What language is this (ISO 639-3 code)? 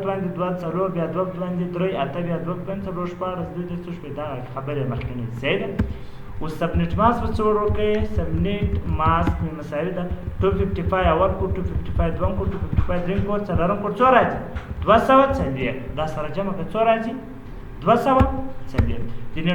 pus